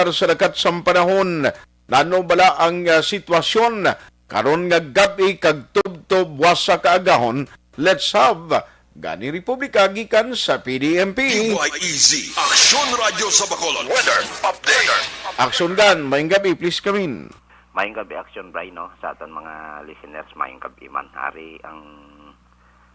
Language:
Hiligaynon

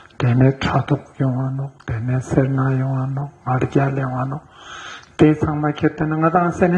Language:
Ladakhi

